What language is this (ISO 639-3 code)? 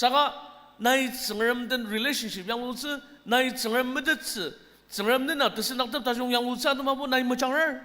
njo